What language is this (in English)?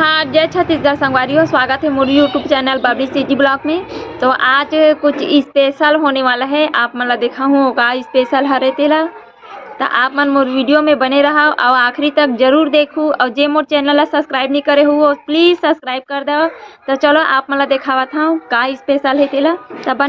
Chhattisgarhi